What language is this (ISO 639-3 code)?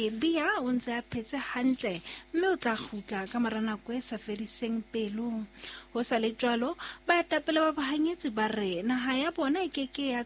sot